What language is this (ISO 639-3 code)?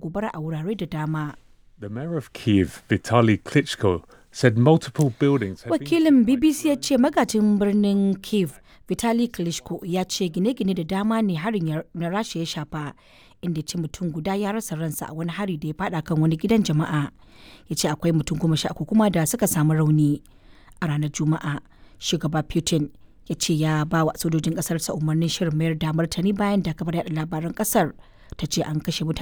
hau